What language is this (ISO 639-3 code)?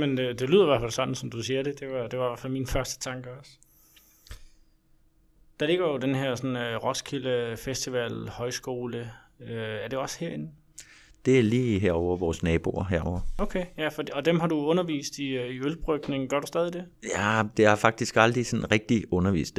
dan